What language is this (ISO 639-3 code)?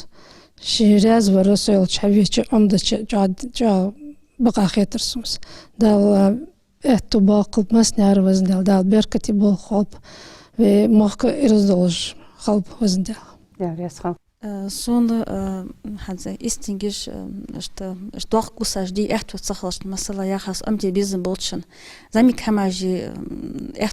inh